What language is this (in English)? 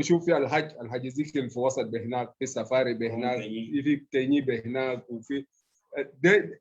Sudanese Arabic